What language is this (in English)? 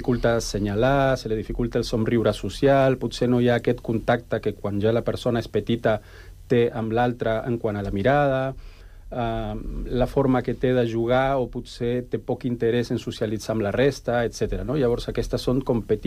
Catalan